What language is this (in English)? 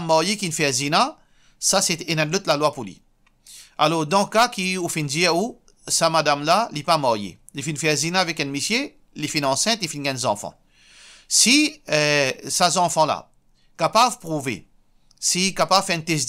Morisyen